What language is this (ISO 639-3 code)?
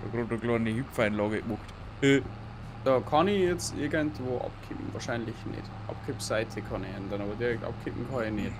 bar